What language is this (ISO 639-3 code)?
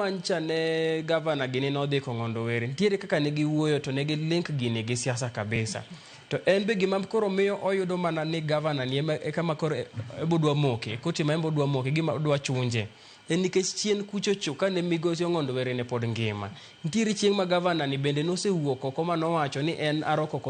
luo